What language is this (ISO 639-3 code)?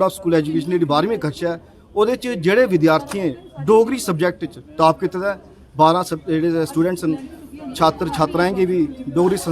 doi